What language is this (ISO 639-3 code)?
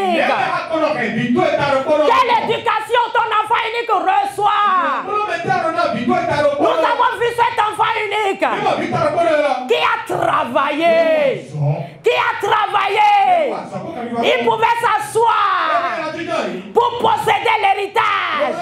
fra